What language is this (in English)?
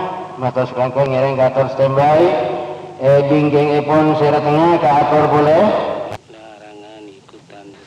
Madurese